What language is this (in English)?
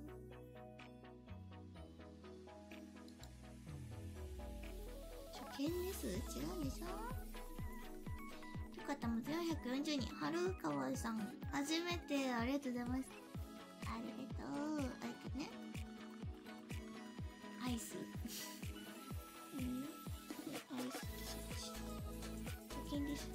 Japanese